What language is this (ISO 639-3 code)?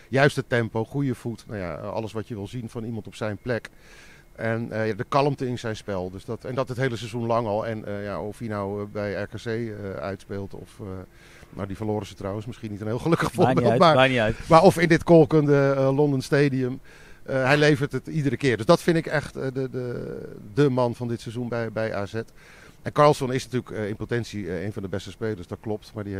nld